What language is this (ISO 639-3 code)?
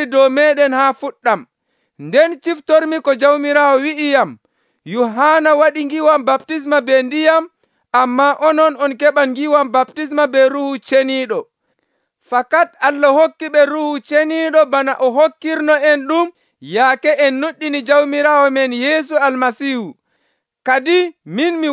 fuv